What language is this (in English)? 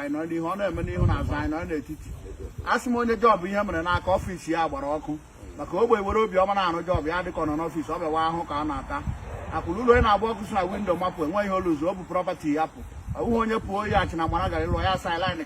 Igbo